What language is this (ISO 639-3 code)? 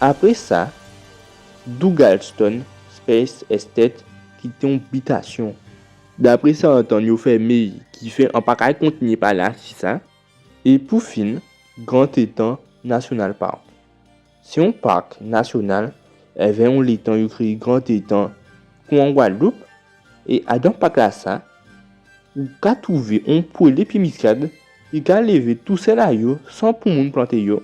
gcf